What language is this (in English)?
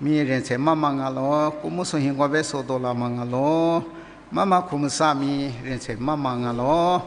Lisu